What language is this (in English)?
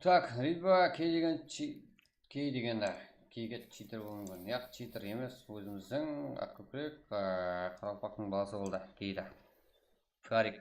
Kara-Kalpak